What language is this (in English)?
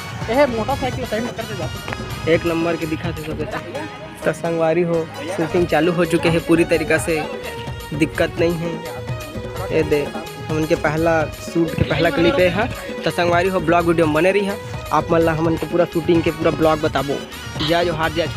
Chhattisgarhi